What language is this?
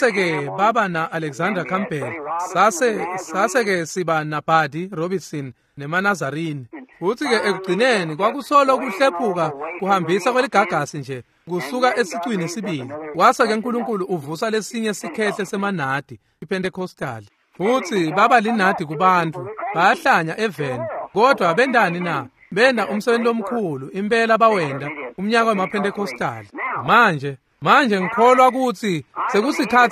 Swati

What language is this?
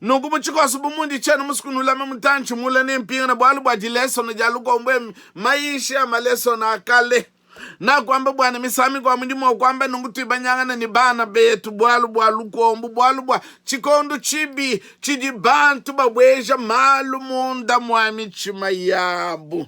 Luba-Lulua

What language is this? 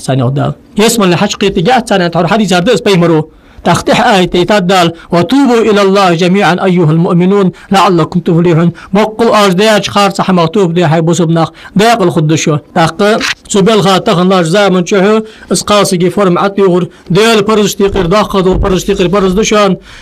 Ingush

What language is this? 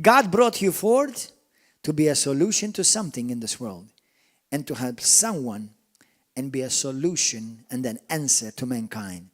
English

